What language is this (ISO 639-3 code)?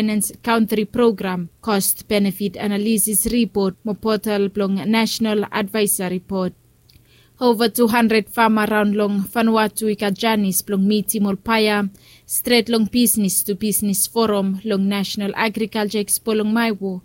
bis